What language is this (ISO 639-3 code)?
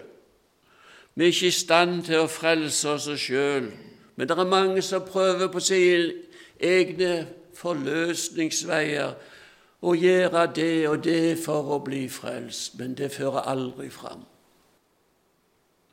nor